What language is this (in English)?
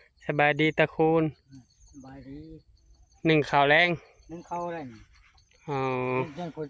Northeastern Thai